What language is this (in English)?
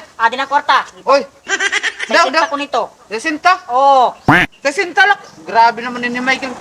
Waray